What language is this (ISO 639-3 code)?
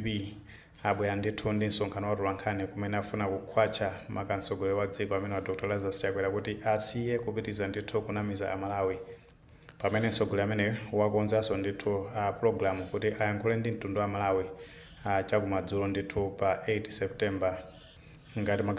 nya